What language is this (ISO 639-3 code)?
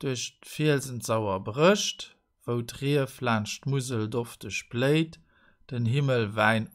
ltz